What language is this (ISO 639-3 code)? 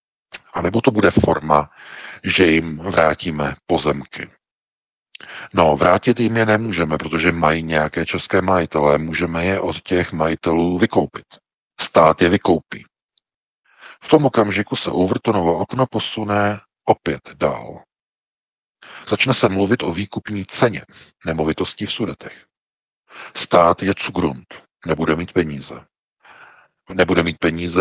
ces